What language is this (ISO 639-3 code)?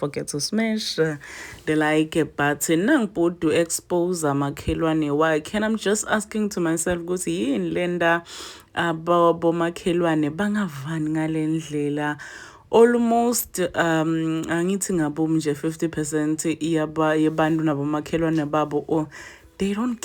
zul